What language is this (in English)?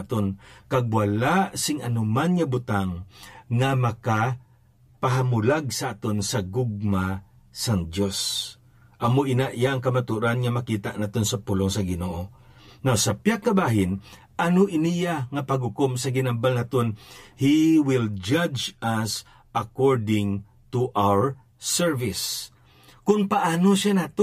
Hiligaynon